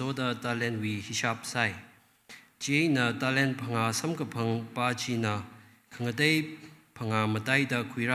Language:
Tangkhul Naga (India)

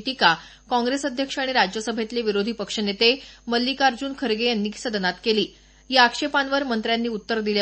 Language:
Marathi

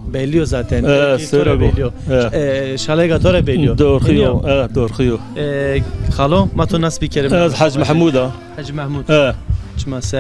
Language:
Zaza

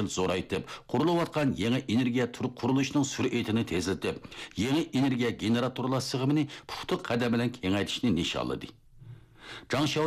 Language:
Uyghur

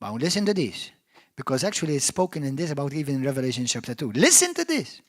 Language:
English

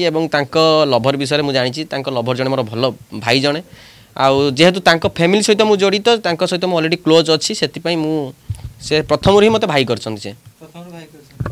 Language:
Odia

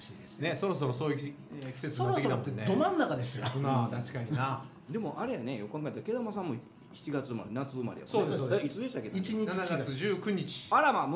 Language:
Japanese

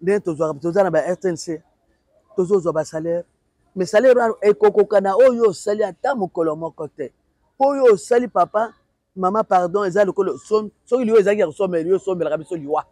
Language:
Lingala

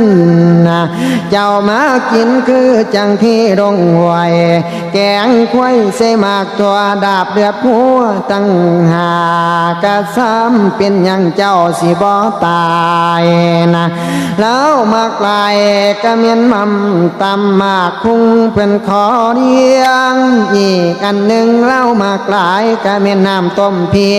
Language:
Northeastern Thai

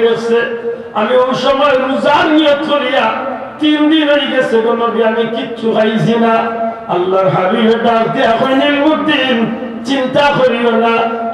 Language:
Sylheti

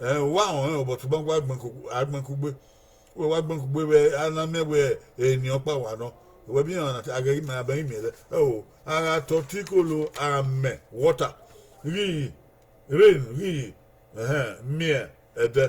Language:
Bini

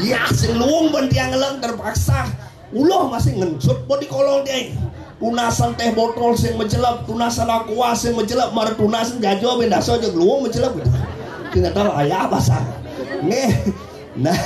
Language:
Balinese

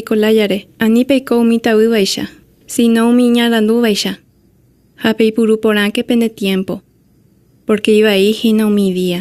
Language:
Guarani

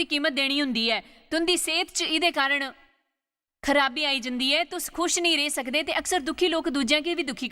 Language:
Dogri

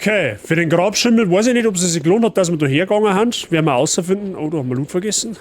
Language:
Bavarian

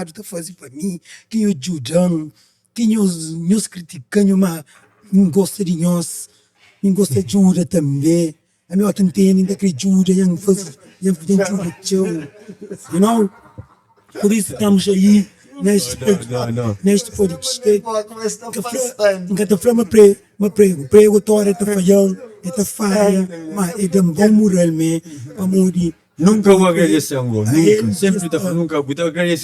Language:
Kabuverdianu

